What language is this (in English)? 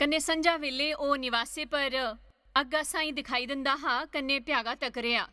Dogri